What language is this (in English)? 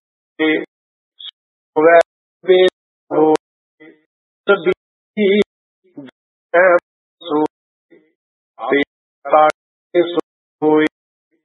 Punjabi